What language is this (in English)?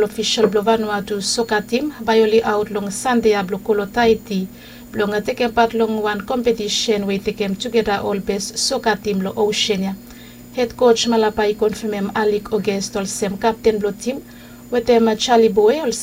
Bislama